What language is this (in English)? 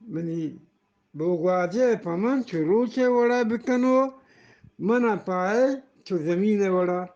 Eastern Balochi